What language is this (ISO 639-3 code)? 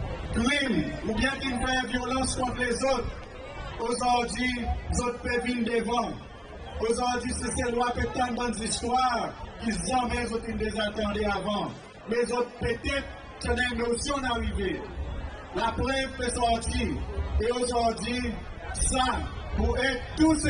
crs